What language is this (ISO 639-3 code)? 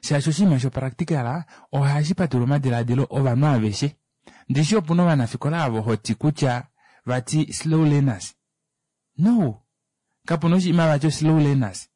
kua